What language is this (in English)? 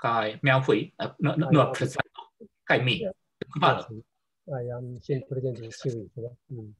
Esperanto